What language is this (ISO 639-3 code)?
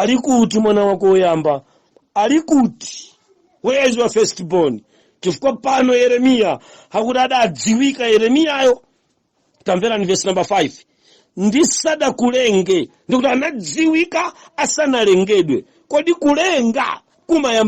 nya